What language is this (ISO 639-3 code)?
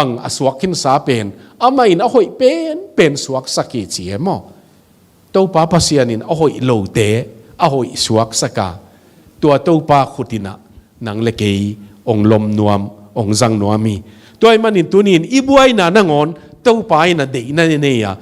ctd